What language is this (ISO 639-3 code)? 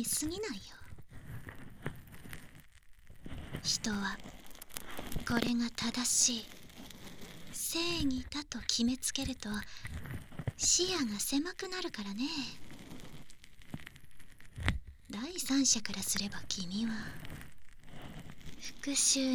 jpn